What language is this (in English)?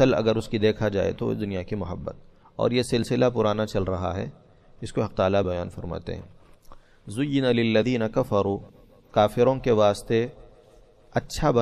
Urdu